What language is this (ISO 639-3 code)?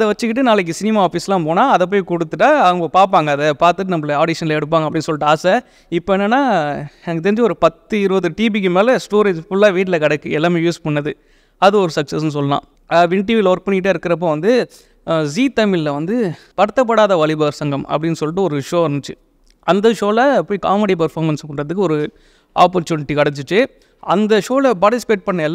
tam